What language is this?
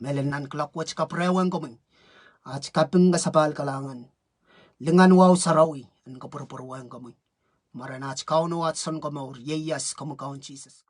Pohnpeian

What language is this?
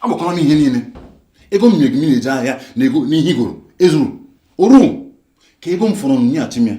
Igbo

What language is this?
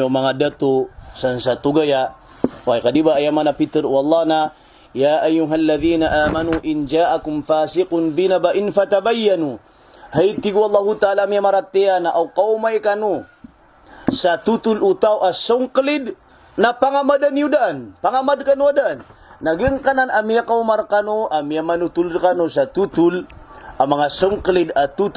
Maranao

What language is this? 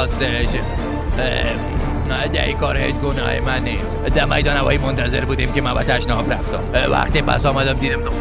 Persian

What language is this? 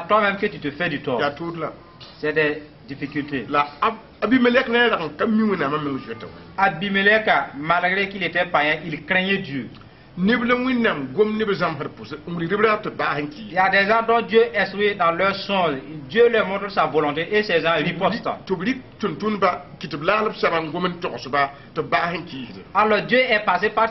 Mossi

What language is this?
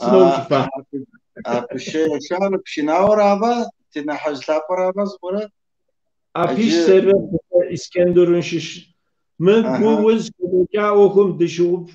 Kabardian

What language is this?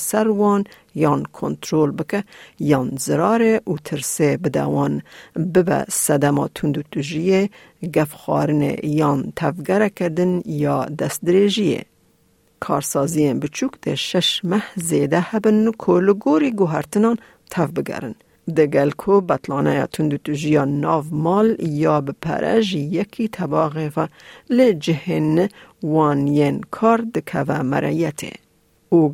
Kurdish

